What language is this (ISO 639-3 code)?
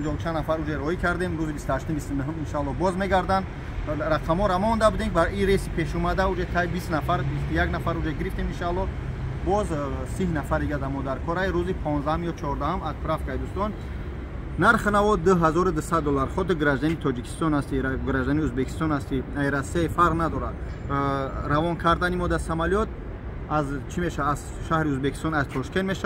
tgk